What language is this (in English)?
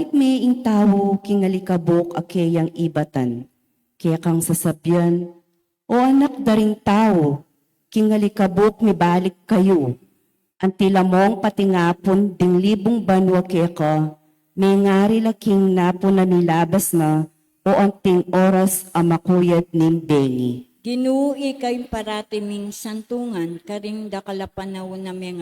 Pampanga